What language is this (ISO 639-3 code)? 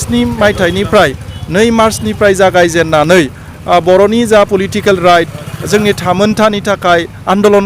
brx